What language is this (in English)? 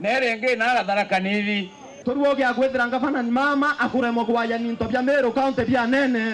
Meru